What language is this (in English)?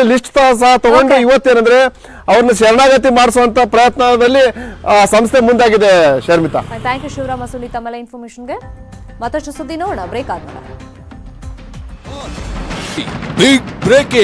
Kannada